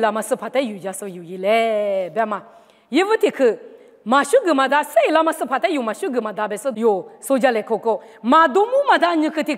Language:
Lisu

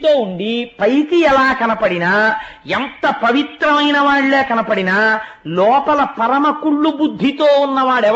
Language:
Telugu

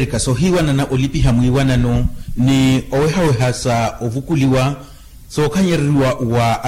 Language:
Makhuwa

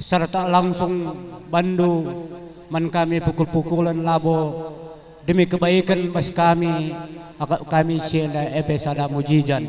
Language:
Batak Karo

